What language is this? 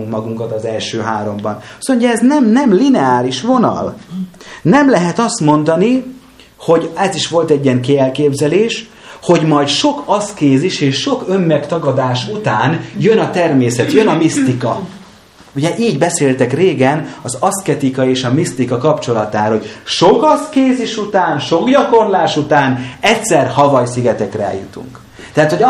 Hungarian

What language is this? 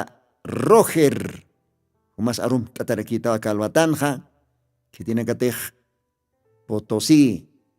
Aymara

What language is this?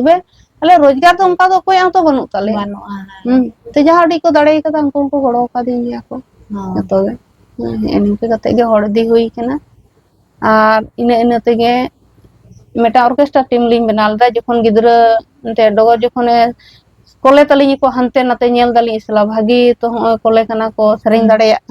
Santali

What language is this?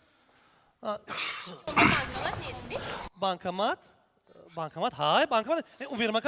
Tajik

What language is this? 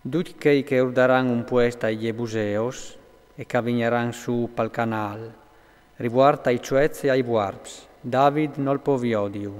Friulian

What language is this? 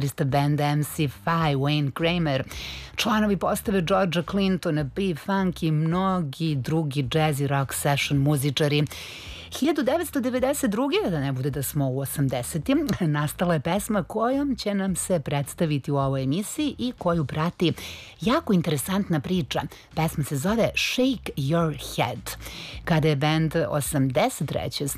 Serbian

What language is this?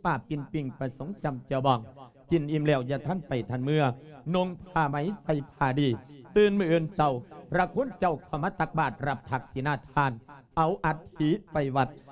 Lao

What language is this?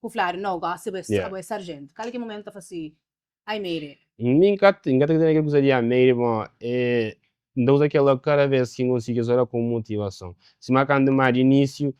Kabuverdianu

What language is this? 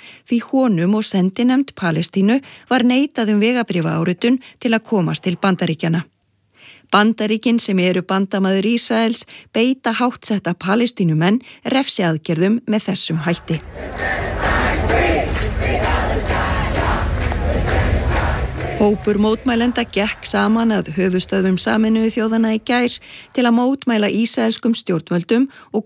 Icelandic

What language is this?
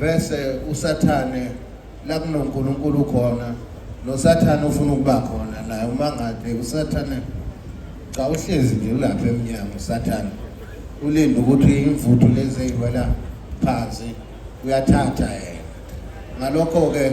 Zulu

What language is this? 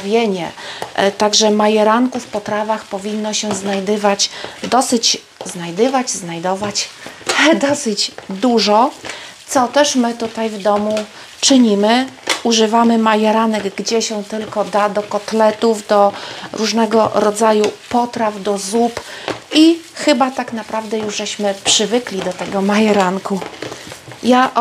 Polish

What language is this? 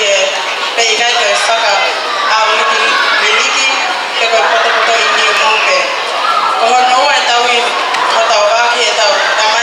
Tongan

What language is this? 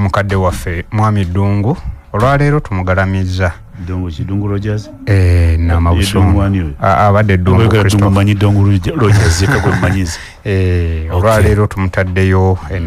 Ganda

